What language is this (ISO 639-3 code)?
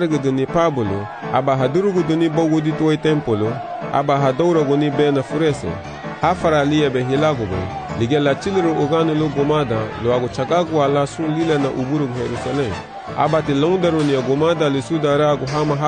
cab